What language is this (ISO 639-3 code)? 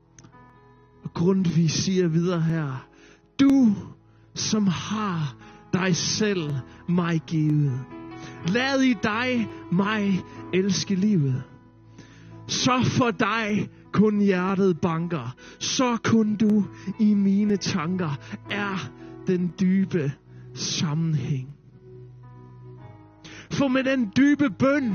dan